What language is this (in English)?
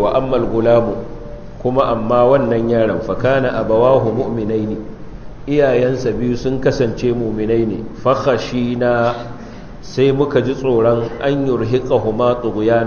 Hausa